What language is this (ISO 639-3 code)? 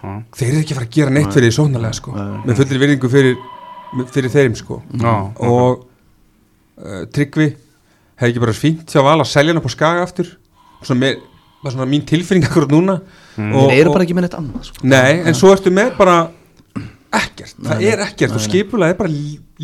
isl